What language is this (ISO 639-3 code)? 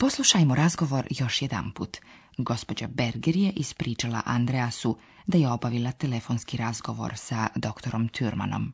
slv